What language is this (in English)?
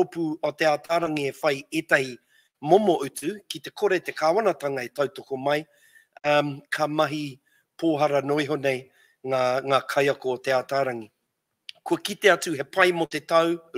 Māori